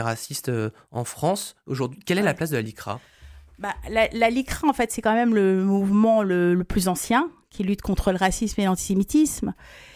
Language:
French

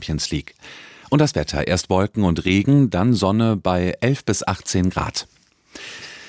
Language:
German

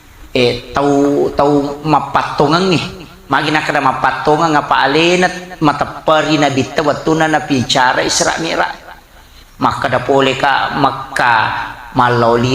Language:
Buginese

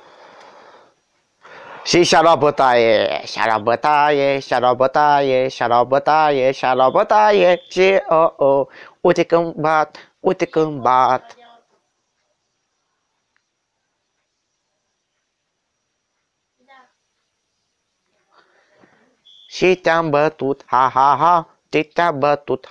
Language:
Romanian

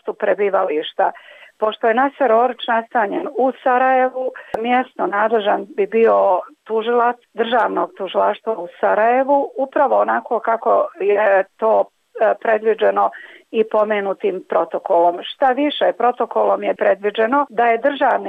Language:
Bosnian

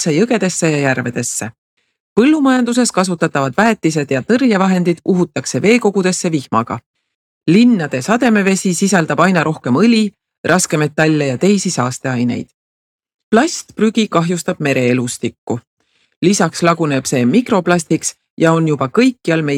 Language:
Estonian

